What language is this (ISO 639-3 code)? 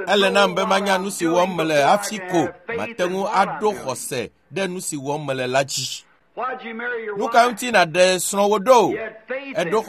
ewe